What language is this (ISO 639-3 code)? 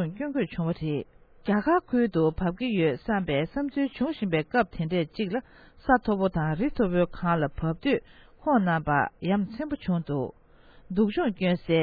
bod